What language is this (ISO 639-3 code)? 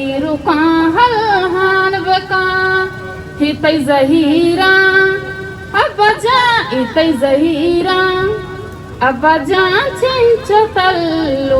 bal